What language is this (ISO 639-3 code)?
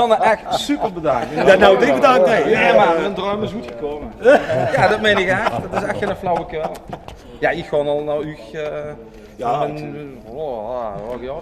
lim